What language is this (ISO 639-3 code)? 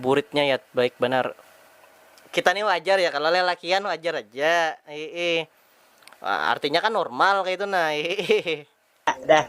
bjn